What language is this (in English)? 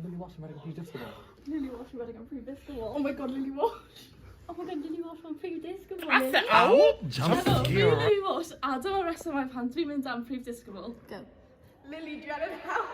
Welsh